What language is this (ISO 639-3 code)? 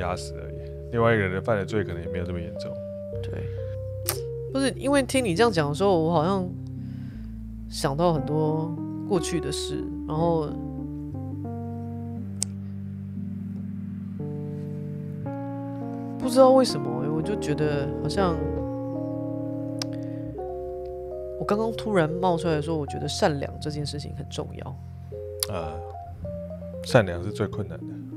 zho